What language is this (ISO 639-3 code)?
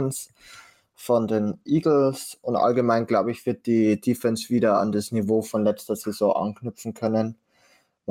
deu